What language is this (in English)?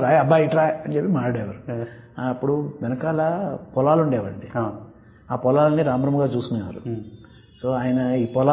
Telugu